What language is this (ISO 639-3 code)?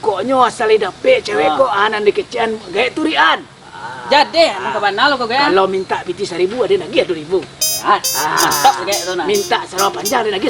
min